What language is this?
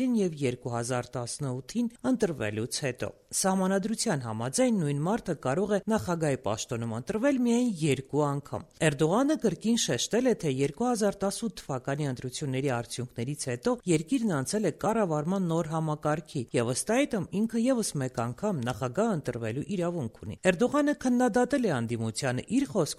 Armenian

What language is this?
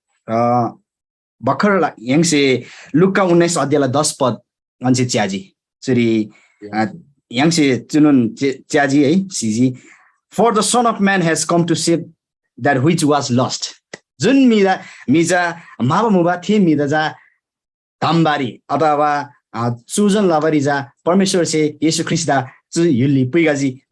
Eastern Tamang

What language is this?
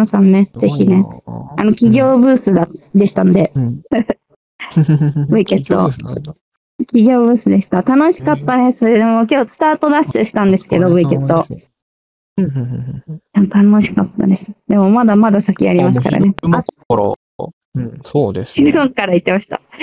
Japanese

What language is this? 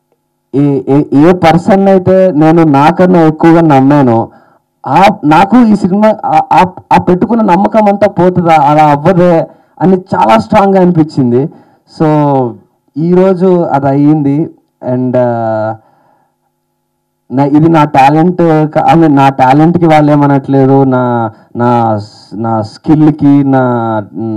Telugu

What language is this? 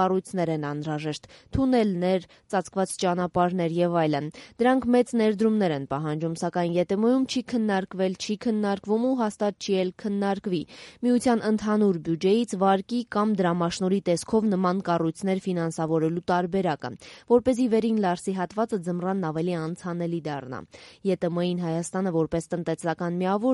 Armenian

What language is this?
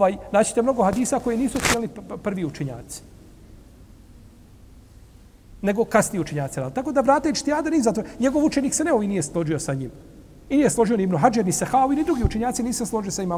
Bosnian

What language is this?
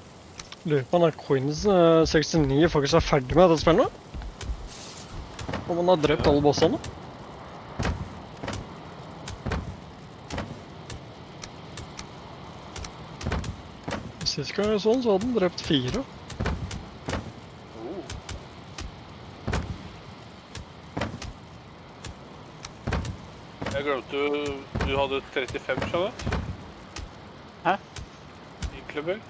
Norwegian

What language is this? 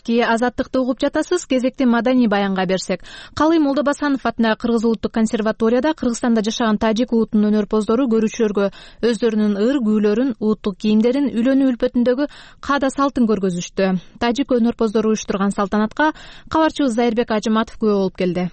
Kyrgyz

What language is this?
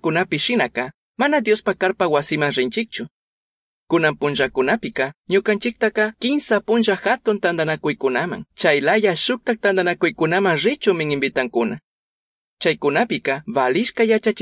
Chimborazo Highland Quichua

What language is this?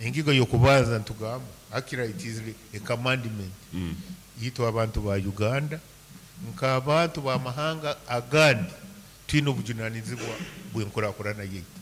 Nyankole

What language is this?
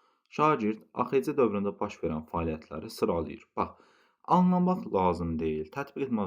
Azerbaijani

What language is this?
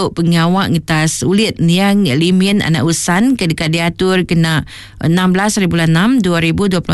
Iban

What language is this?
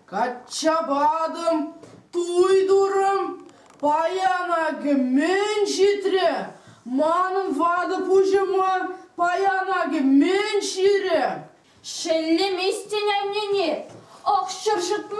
Chuvash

